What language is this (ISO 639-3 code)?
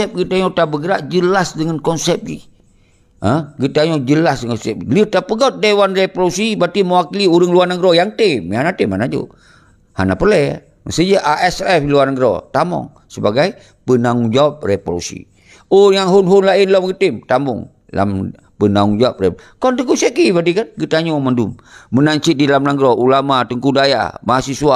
ace